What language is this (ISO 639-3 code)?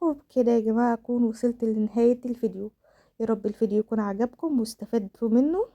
arz